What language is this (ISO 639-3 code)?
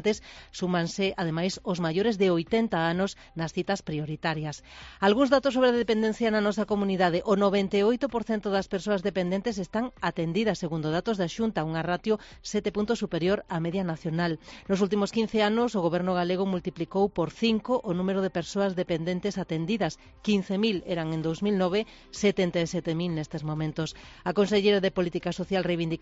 glg